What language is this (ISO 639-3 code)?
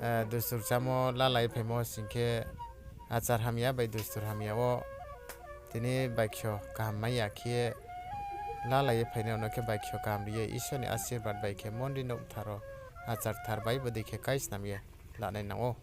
ria